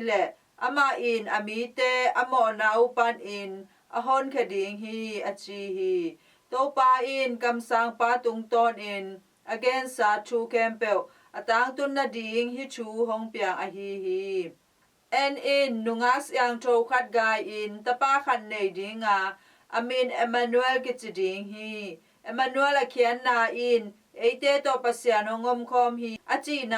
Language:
Tedim Chin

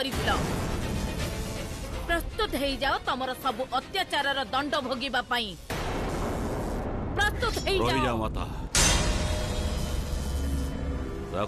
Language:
Odia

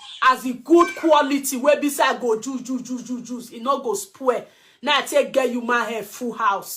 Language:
Nigerian Pidgin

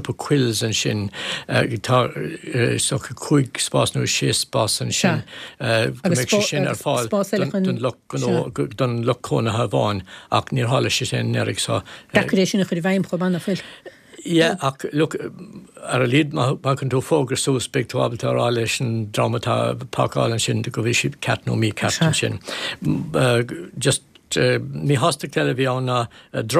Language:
Irish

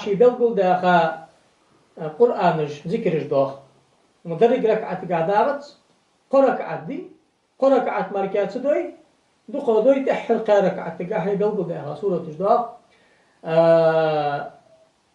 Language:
Ingush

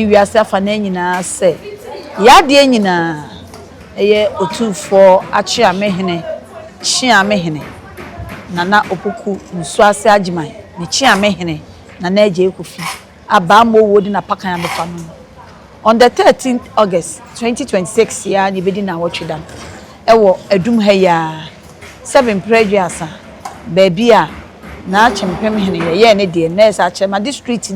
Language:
Akan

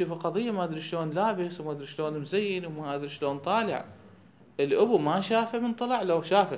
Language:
Mesopotamian Arabic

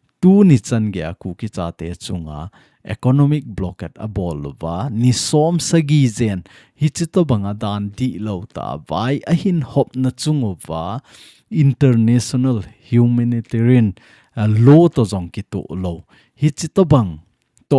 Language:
Thado Chin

